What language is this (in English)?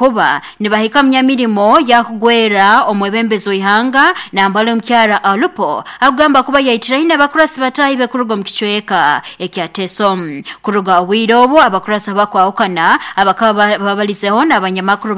Nyoro